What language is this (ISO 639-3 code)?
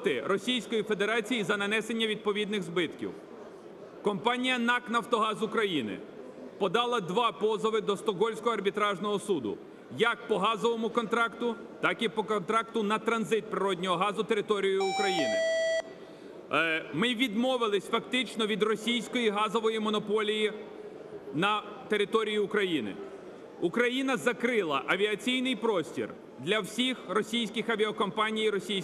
ukr